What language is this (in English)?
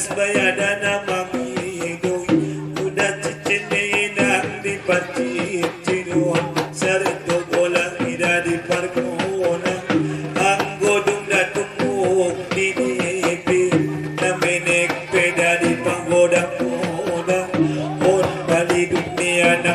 Batak Angkola